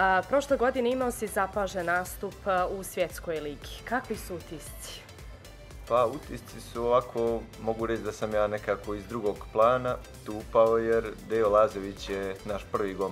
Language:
Bosnian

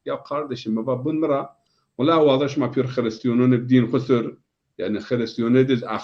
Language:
Zaza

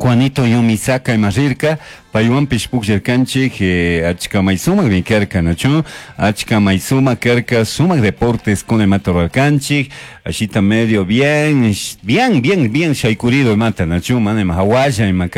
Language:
Chimborazo Highland Quichua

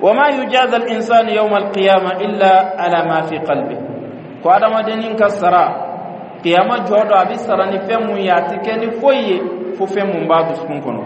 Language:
Bambara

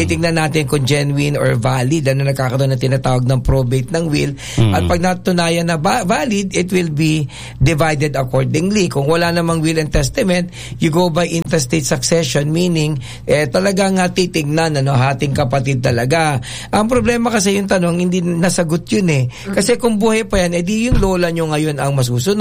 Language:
Filipino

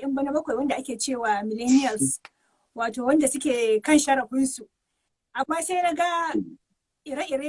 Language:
Hausa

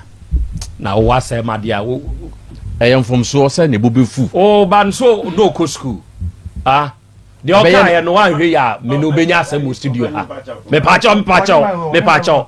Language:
Akan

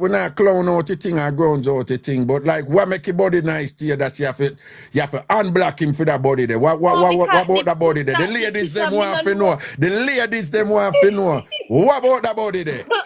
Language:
Jamaican Creole English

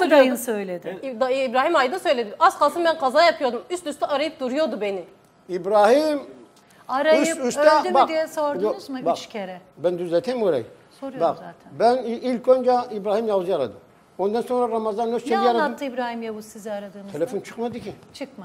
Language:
Turkish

